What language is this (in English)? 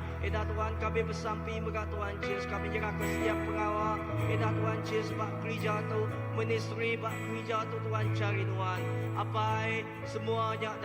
Iban